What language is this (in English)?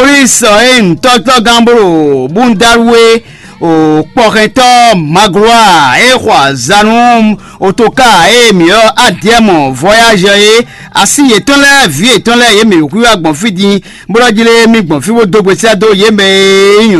Fon